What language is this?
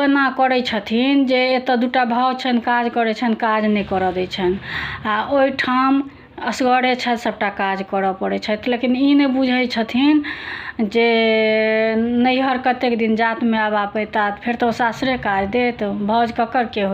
Maithili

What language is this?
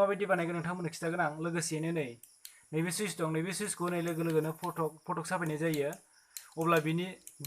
Bodo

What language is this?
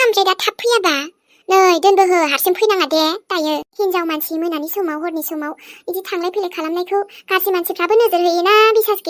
Bodo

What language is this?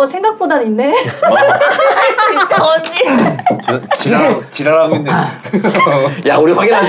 Korean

